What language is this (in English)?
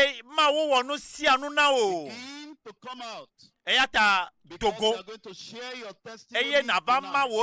Ewe